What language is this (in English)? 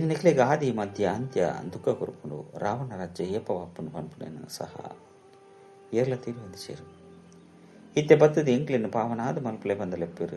Tulu